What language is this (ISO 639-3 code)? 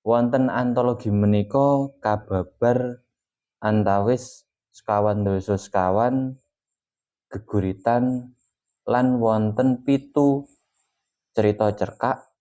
jav